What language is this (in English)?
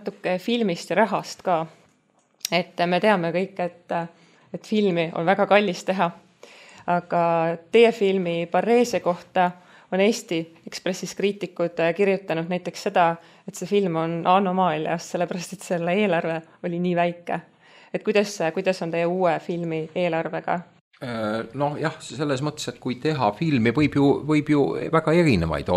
Estonian